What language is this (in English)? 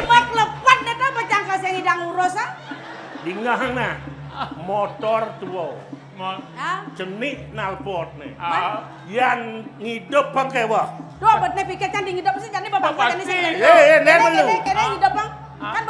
Balinese